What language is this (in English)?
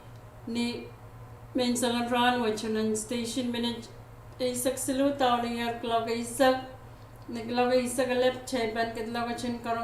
Pohnpeian